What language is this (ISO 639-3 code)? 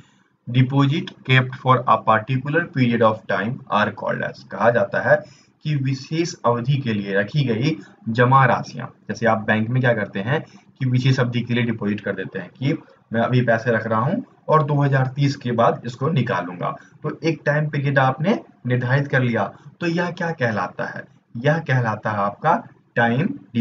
hin